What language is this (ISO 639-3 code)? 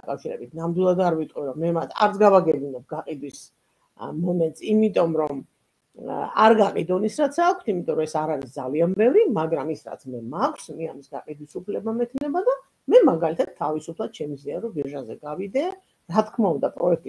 kat